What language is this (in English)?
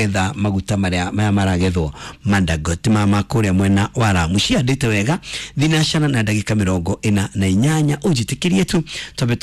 Kikuyu